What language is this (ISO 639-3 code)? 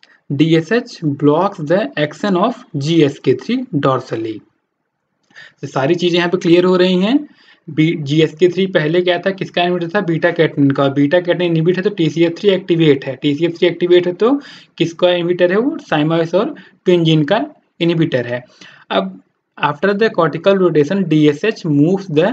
hin